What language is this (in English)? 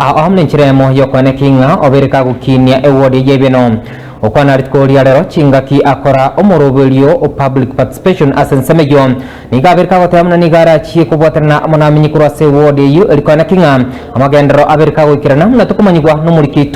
Gusii